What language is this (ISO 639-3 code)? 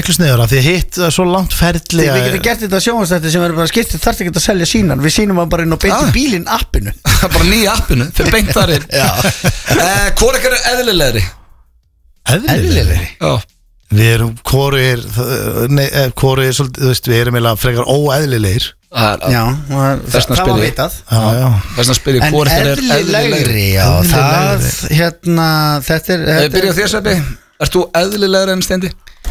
isl